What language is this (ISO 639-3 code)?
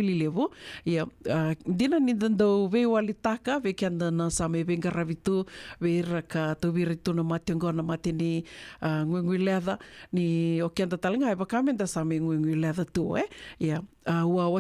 fij